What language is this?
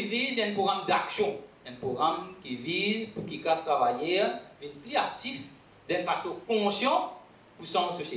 Morisyen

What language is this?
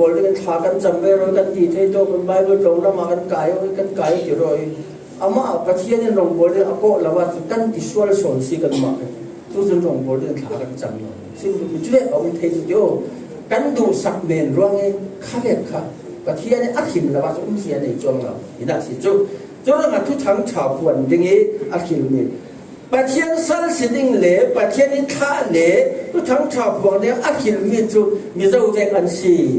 Falam Chin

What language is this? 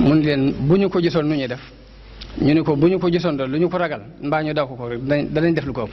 Wolof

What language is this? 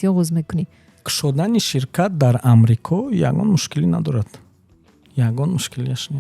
Tajik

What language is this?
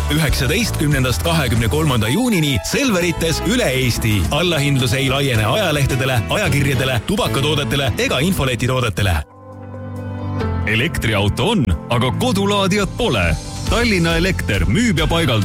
Estonian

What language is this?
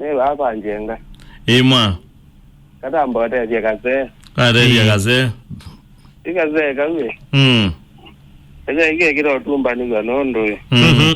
Kamba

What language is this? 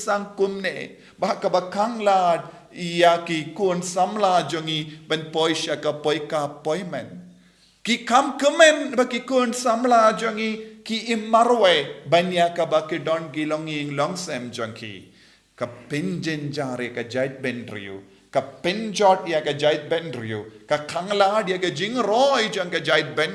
Khasi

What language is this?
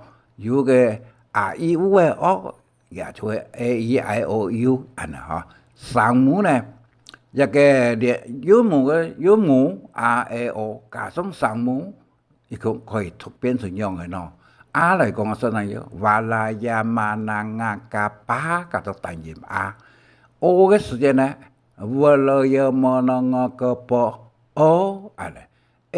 Hakka Chinese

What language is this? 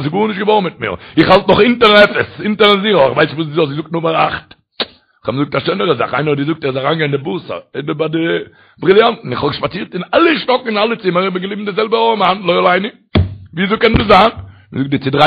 Yiddish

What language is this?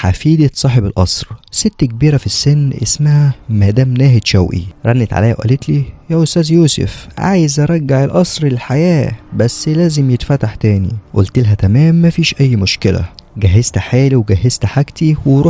Egyptian Arabic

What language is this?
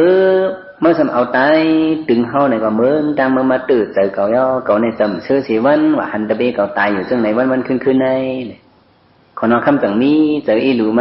Shan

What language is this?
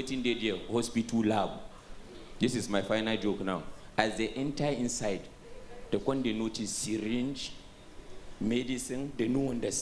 Nigerian Pidgin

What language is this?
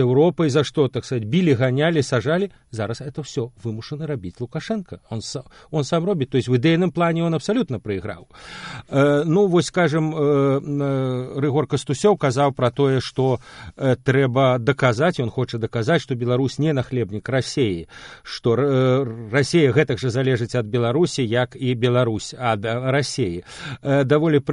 Belarusian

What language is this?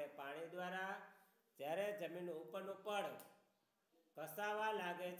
Gujarati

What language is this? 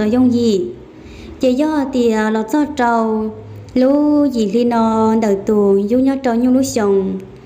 Hmong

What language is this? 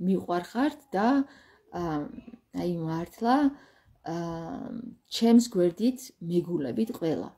Georgian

